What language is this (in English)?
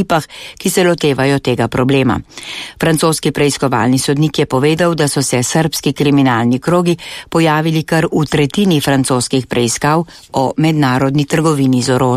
Slovenian